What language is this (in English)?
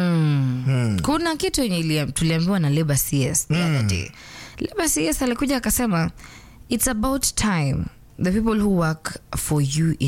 Swahili